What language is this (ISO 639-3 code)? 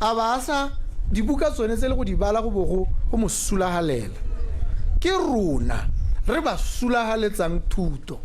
tsn